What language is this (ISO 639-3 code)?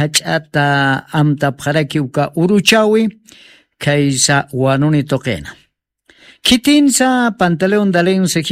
aym